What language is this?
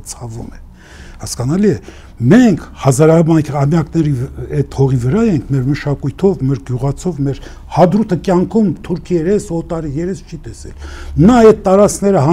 Armenian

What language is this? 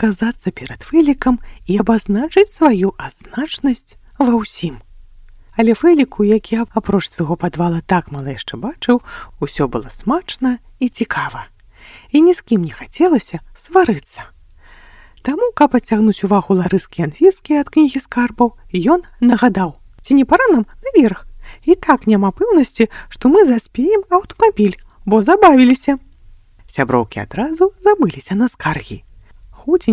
Belarusian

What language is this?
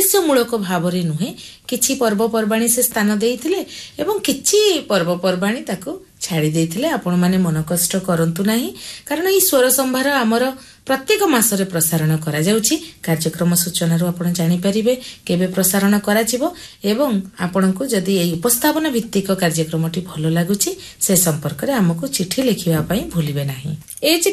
Odia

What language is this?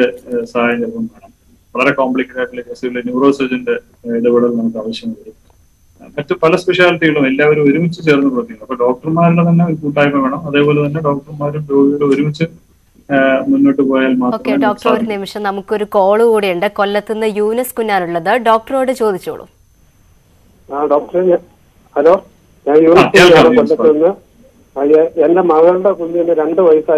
Malayalam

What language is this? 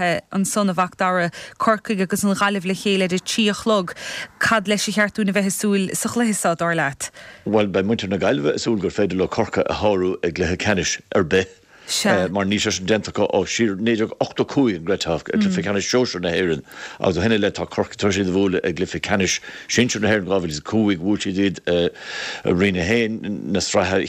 Irish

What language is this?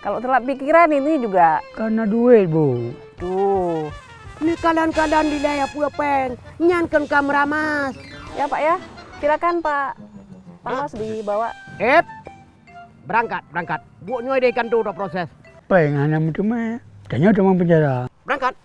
Achinese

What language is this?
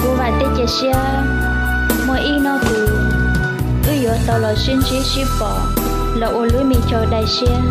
Hmong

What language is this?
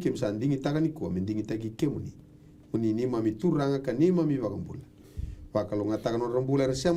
Fijian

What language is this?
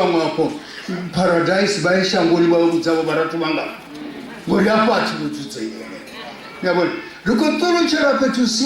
Venda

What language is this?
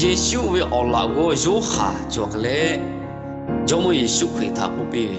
Lahu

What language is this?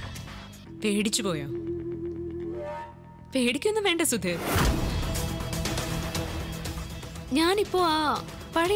Malayalam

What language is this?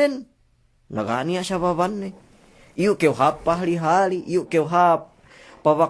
Yakan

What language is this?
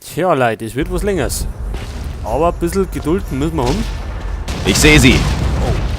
Bavarian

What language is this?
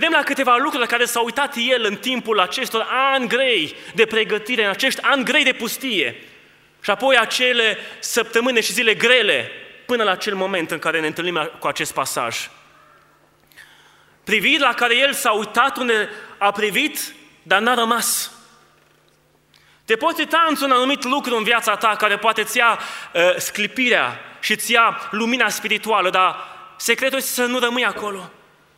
Romanian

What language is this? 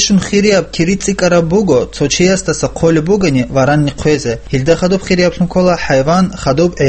Avaric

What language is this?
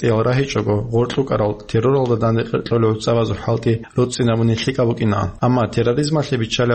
Avaric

